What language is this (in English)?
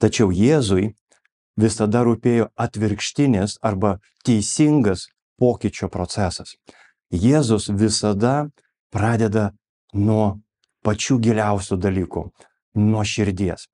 Lithuanian